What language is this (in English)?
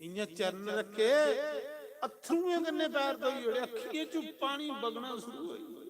Dogri